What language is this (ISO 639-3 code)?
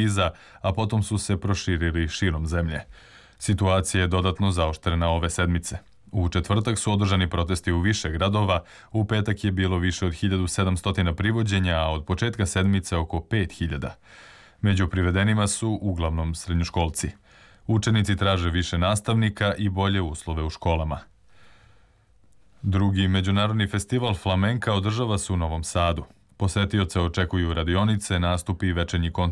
srp